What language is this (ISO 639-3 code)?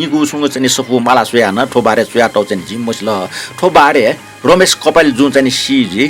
new